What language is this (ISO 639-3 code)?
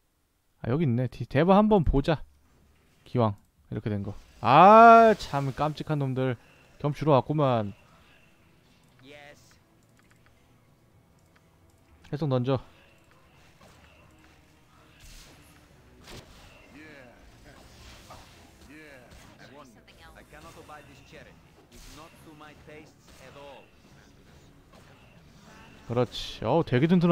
kor